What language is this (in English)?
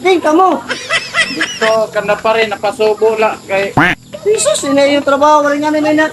Waray